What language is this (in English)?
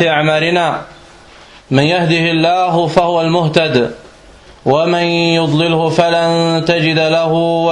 Danish